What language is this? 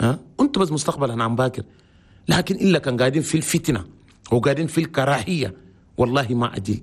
Chadian Arabic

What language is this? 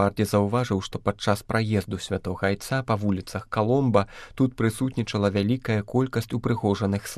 Belarusian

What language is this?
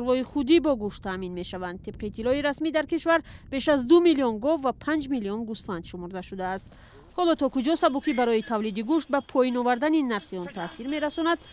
Tajik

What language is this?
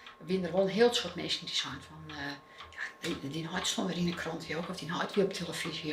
Western Frisian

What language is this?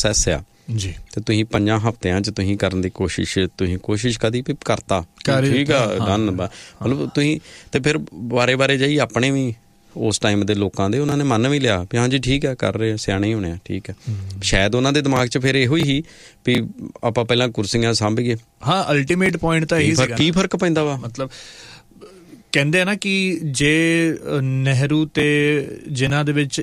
Punjabi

